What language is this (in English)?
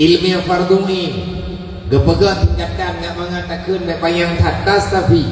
Achinese